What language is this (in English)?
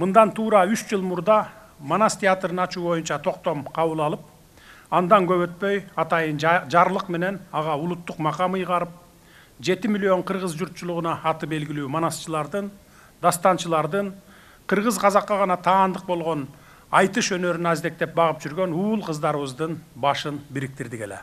Kyrgyz